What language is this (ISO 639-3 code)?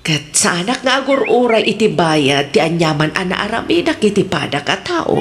ilo